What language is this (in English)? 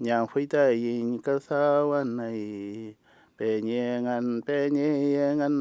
Mapuche